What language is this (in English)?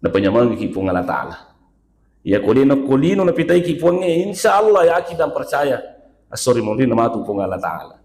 Buginese